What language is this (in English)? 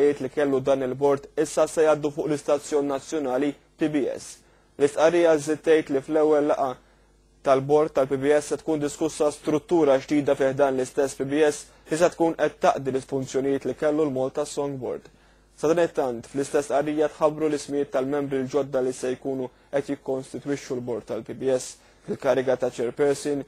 Maltese